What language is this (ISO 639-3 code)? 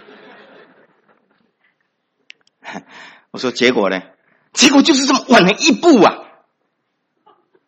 zho